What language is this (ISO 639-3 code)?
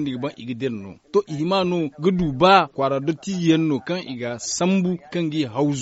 dje